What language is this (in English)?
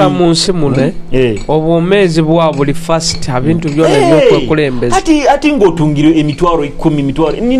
Nyoro